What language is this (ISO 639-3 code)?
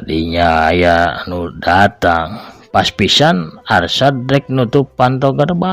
sun